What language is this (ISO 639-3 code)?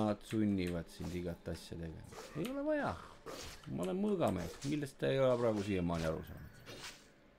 est